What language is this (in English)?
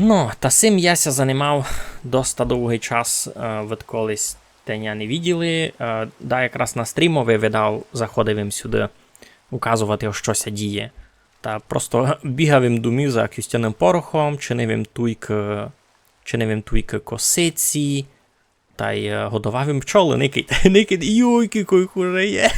Rusyn